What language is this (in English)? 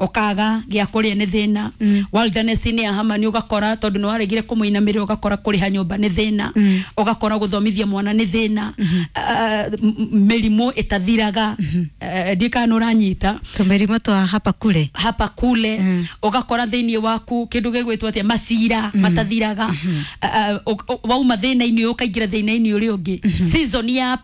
Kikuyu